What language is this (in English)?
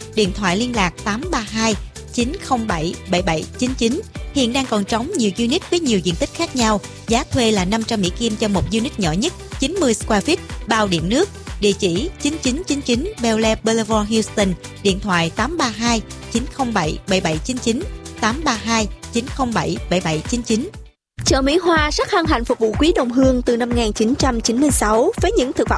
Vietnamese